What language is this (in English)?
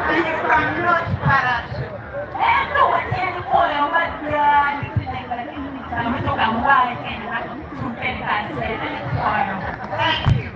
Acoli